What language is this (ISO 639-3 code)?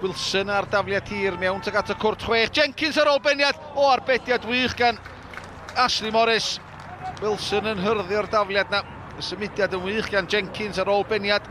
cym